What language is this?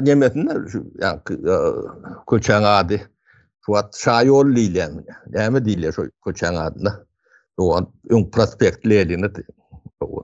Turkmen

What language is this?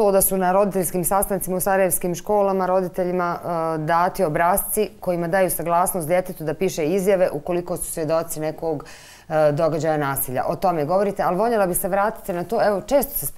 Bosnian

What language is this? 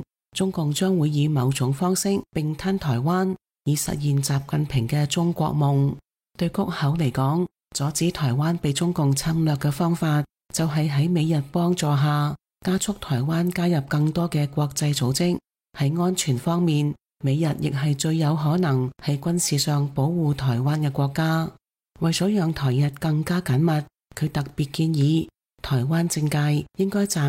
Cantonese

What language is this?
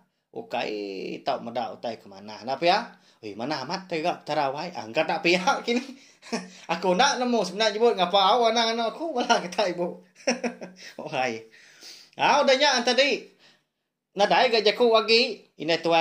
Iban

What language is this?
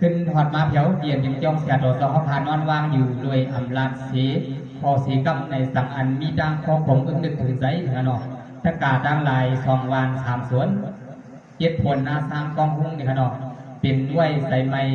Shan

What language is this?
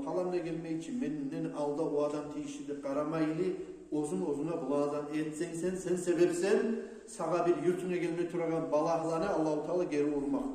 Kumyk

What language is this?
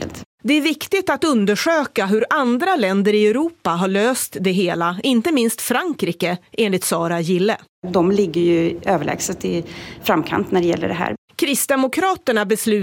Swedish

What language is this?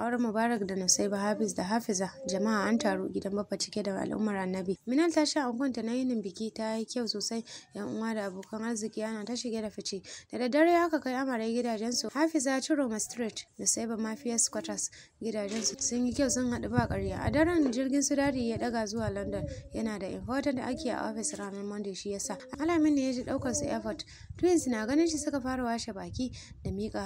Hausa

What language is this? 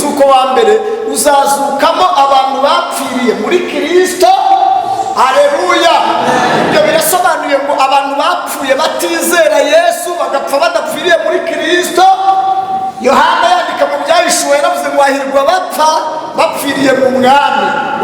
Kinyarwanda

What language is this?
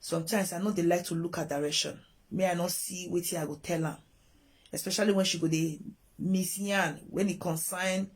Nigerian Pidgin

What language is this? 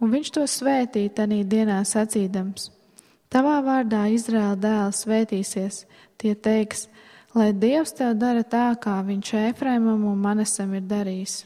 Latvian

